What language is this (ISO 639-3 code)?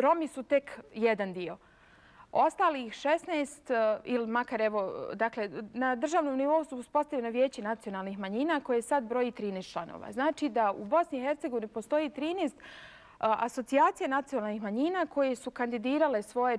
bos